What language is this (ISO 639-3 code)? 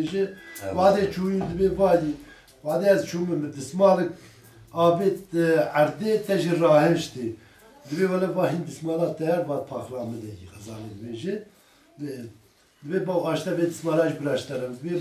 kur